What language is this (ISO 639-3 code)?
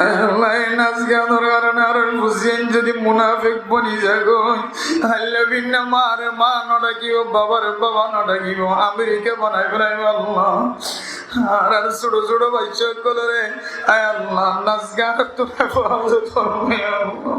rhg